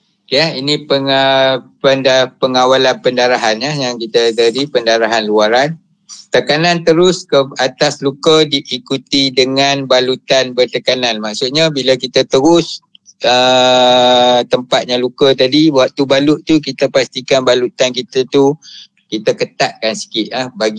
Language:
Malay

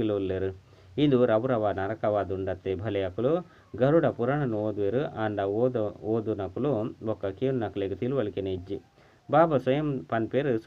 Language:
Tulu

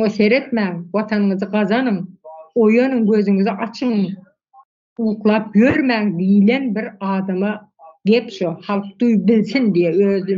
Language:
Turkmen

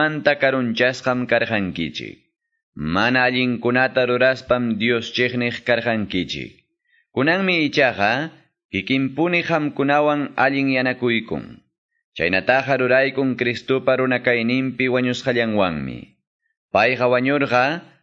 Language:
Quechua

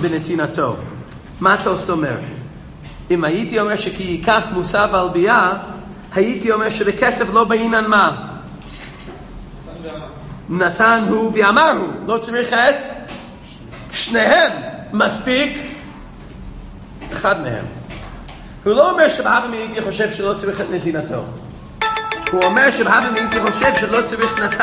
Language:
Hebrew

